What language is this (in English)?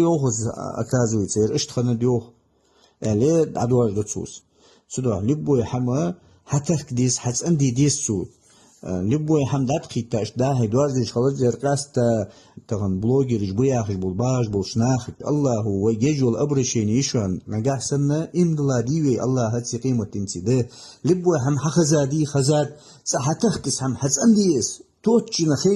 Ingush